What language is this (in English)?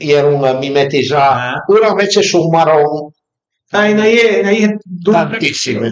Piedmontese